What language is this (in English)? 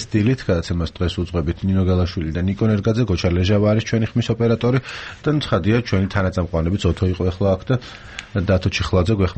Georgian